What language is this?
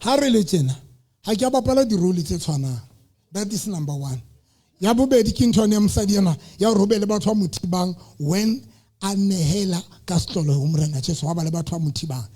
Southern Sotho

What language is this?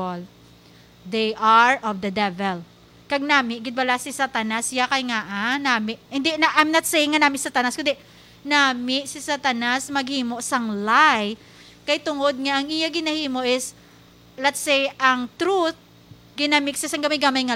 Hiligaynon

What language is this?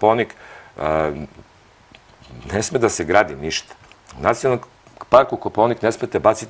Serbian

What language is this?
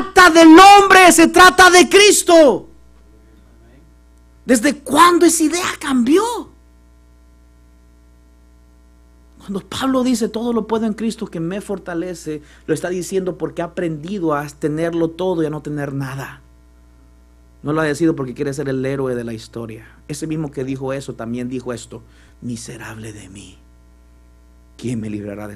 Spanish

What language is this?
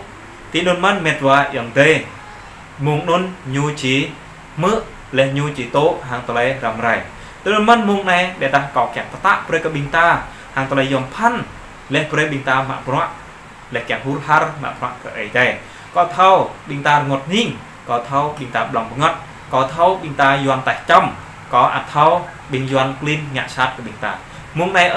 Jarai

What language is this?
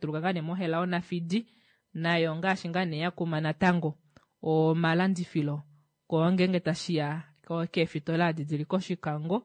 Kuanyama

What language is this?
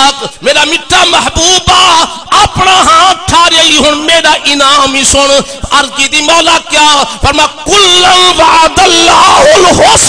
Saraiki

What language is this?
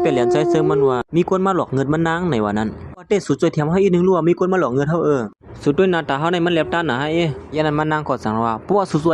Shan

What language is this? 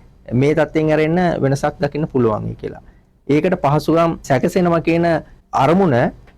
Sinhala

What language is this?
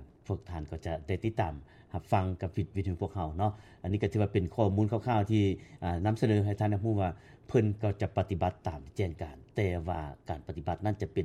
Lao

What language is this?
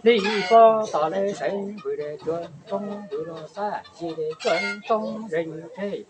Hmong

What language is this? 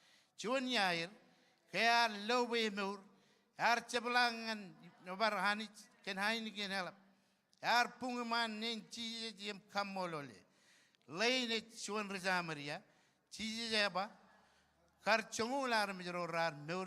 Marshallese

